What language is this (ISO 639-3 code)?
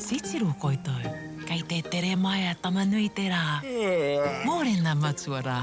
mri